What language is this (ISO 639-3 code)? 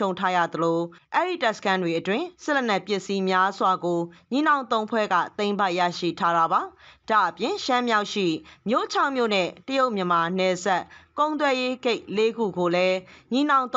mya